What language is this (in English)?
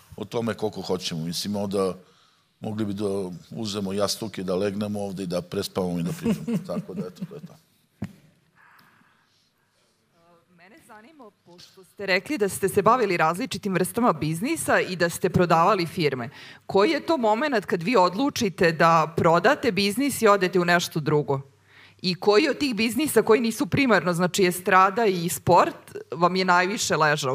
Serbian